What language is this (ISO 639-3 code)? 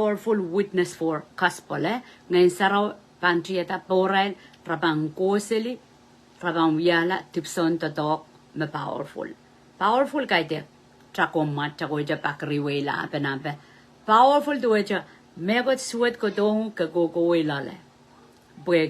pon